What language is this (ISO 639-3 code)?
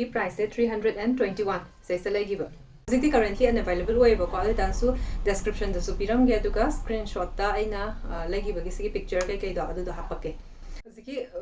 mni